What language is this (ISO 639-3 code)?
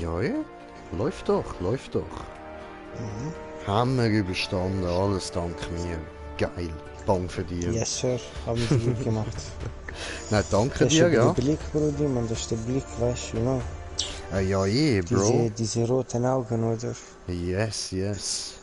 gsw